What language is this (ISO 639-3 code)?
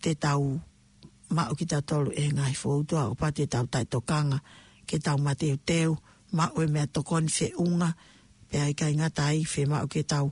ton